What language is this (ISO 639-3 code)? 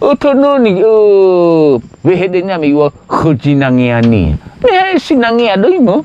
nia